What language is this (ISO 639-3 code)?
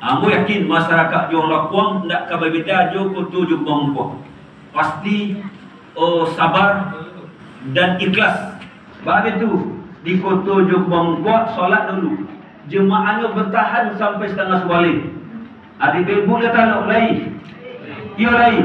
min